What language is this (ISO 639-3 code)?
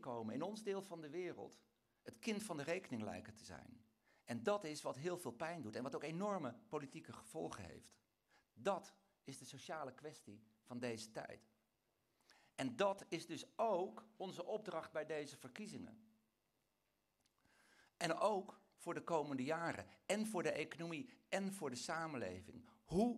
nld